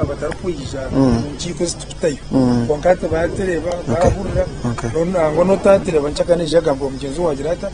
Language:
Nyankole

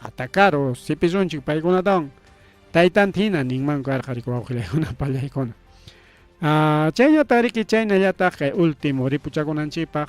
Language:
Ayacucho Quechua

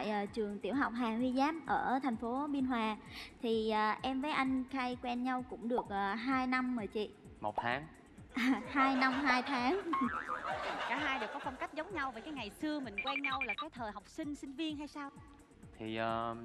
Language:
Vietnamese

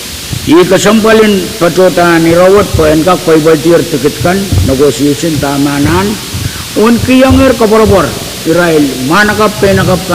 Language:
Pohnpeian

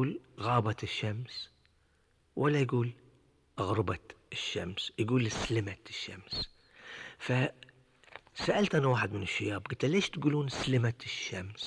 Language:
Gulf Arabic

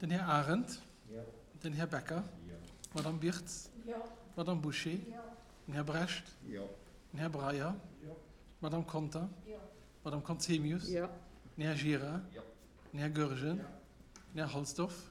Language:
Luxembourgish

